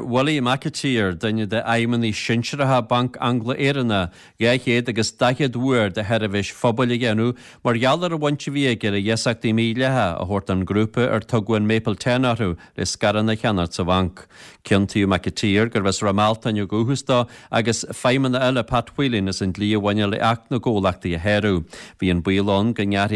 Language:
Irish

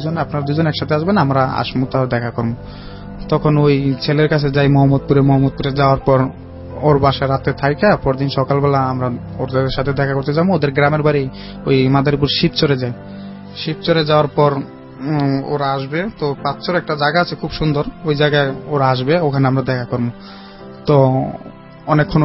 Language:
Bangla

